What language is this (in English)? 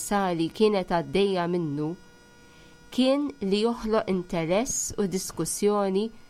Maltese